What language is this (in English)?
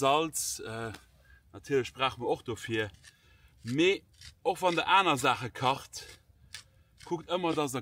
Luxembourgish